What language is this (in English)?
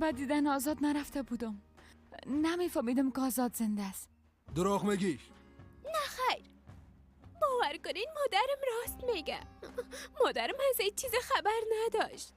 Persian